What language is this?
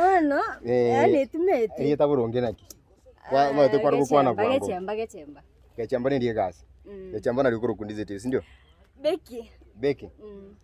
Gusii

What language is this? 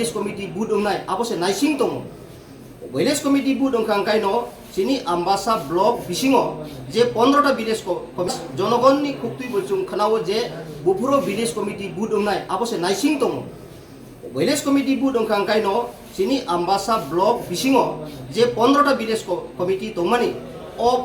Kok Borok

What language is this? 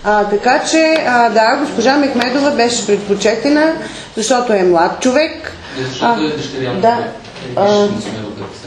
Bulgarian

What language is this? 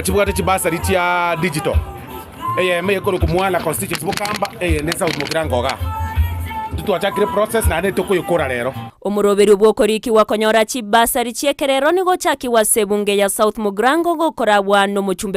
Gusii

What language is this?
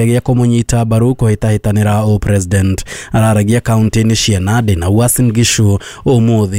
Kikuyu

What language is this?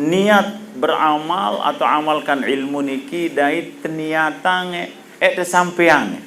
Sasak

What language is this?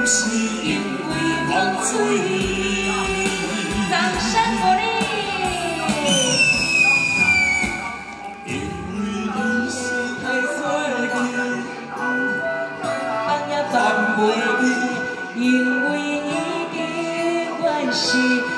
Min Nan Chinese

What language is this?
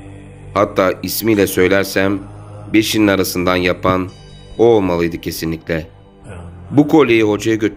Turkish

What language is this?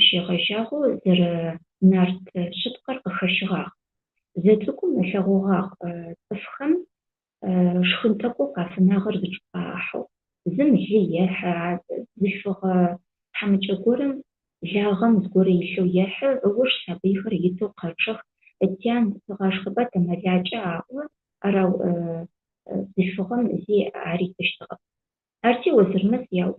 Adyghe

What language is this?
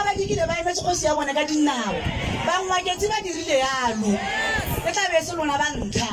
Tswana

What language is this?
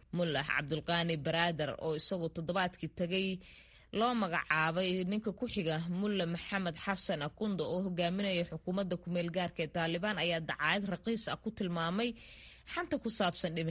Somali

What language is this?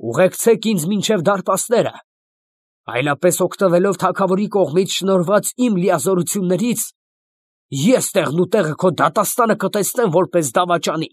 Armenian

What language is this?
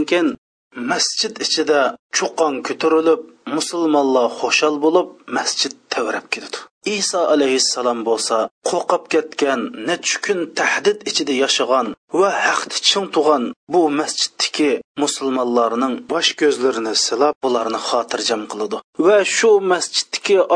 Uyghur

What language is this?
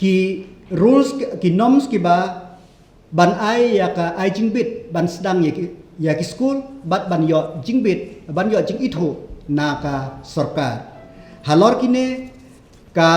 Khasi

